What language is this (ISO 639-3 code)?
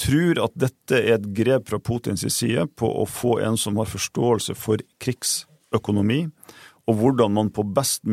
nor